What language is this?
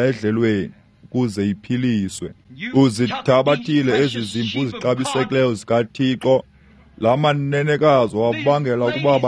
Xhosa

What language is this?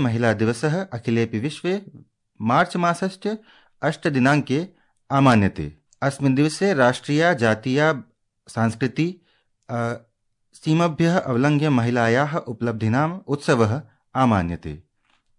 Sanskrit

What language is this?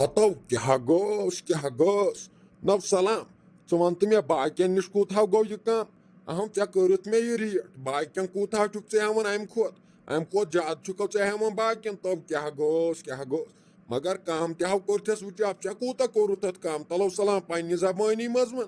Kashmiri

